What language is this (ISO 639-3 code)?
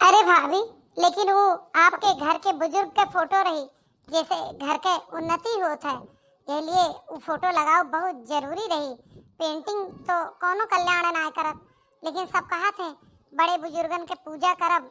awa